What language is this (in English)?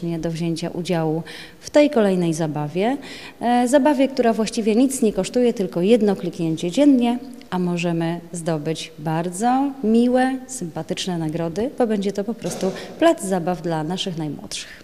Polish